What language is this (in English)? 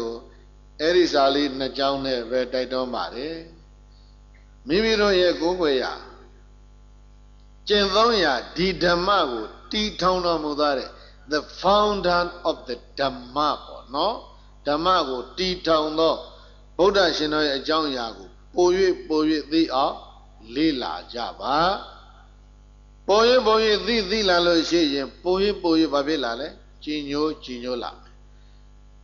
Burmese